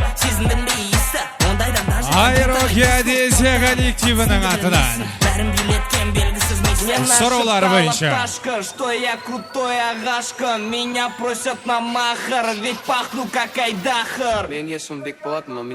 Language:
Kara-Kalpak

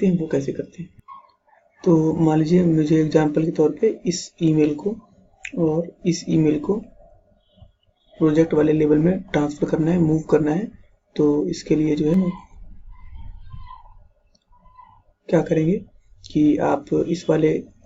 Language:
Hindi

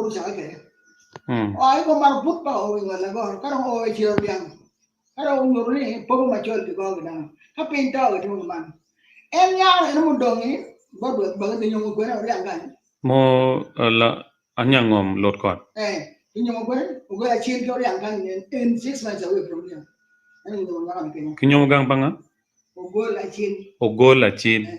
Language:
Acoli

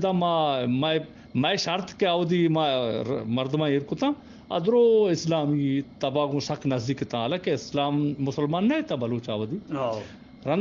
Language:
Eastern Balochi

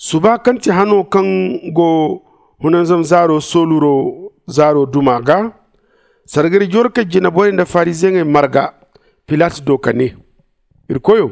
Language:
Zarma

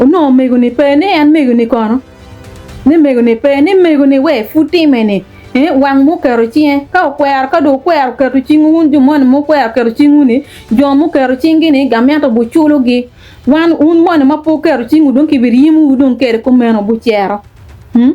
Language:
Acoli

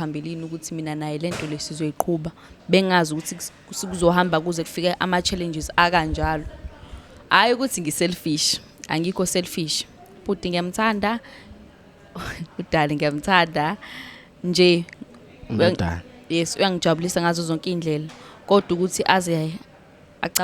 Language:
Zulu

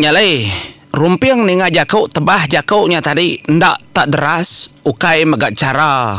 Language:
Iban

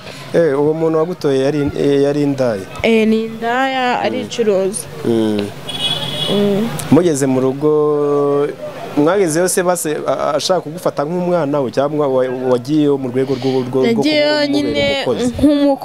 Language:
Kinyarwanda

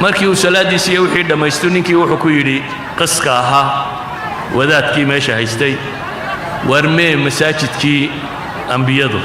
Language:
Somali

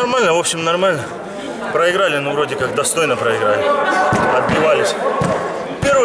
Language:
Russian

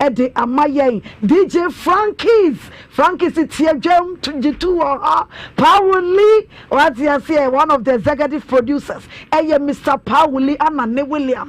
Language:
Akan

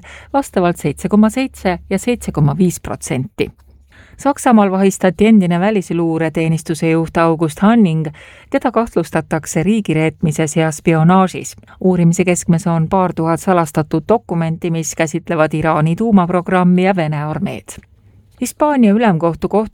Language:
Estonian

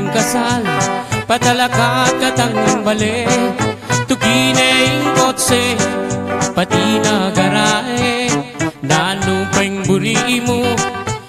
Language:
Pampanga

